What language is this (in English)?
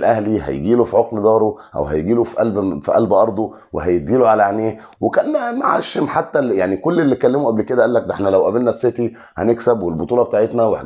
Egyptian Arabic